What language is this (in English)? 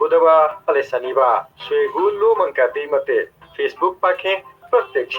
Newari